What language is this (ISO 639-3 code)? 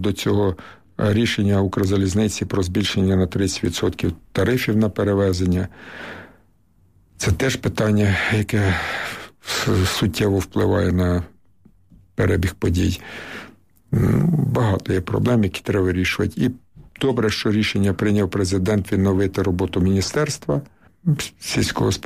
ukr